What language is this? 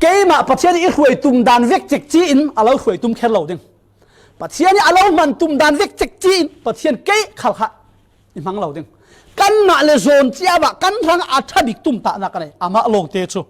Falam Chin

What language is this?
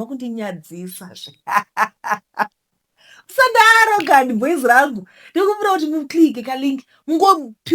Shona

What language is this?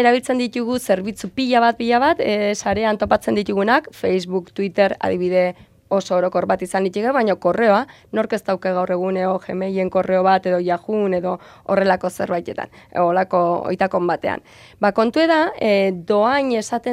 Basque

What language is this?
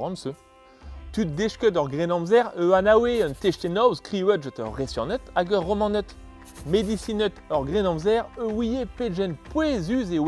Breton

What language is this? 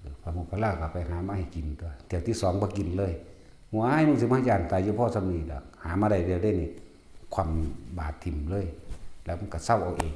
Northeastern Thai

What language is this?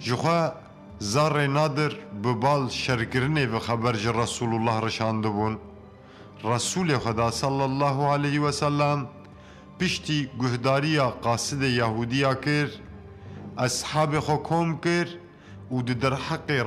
Kurdish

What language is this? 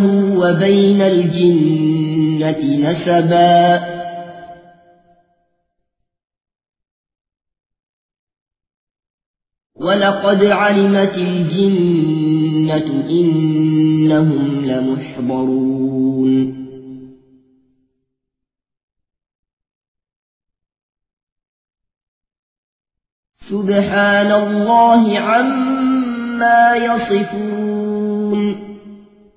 Arabic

